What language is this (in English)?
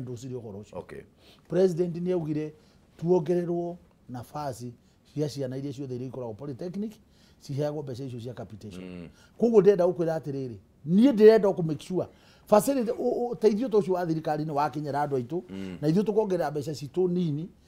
Kikuyu